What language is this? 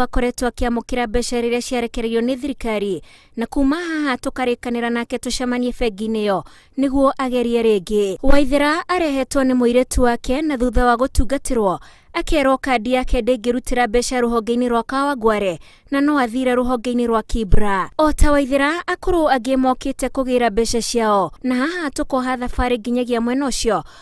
Kikuyu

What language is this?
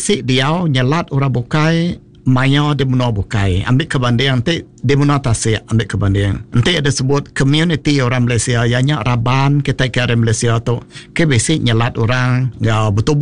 Iban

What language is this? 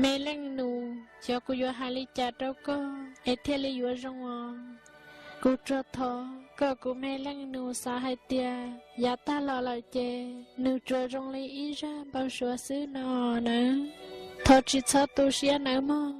Hmong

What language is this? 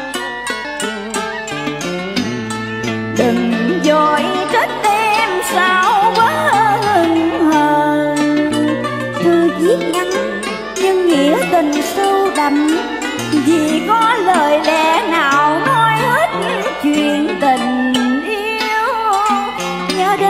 Vietnamese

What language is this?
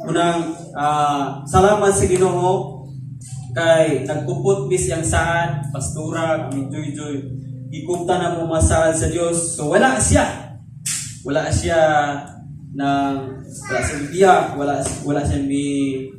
Cebuano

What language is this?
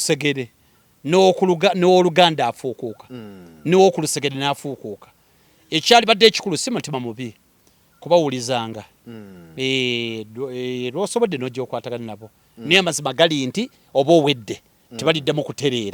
Ganda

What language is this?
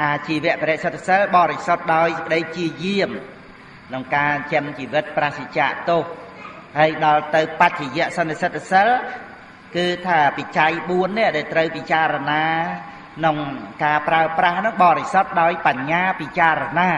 Khmer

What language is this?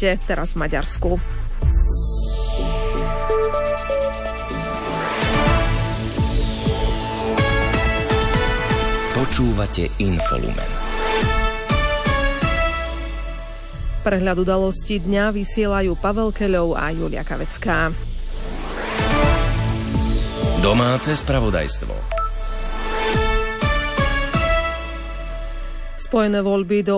Slovak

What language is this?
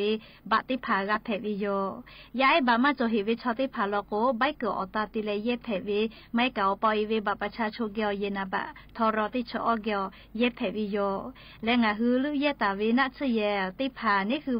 Lahu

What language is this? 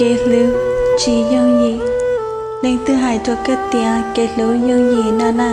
Hmong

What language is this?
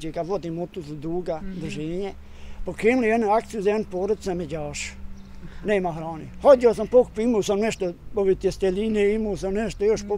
Bosnian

